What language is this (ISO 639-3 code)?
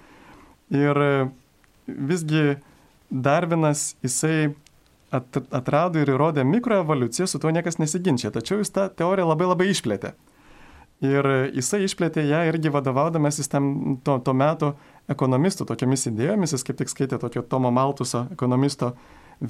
lit